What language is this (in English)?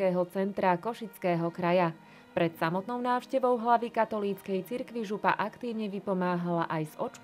Slovak